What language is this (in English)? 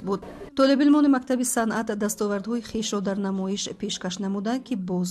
Tajik